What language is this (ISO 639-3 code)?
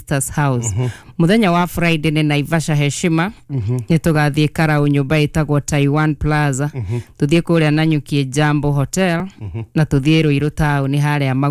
kik